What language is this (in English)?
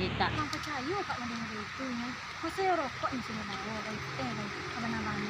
Minangkabau